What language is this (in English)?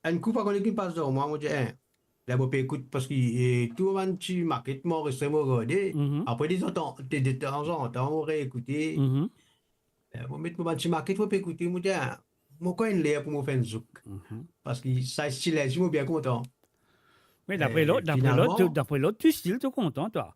Morisyen